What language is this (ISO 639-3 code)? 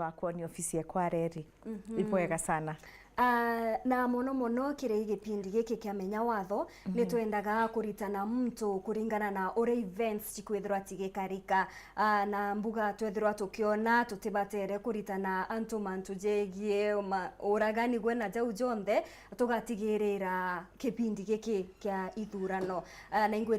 mer